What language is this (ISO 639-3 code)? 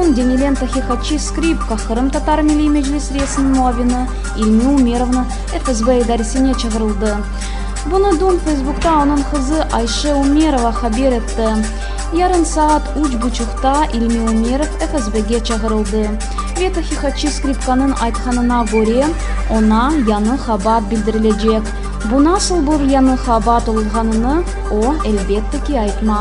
crh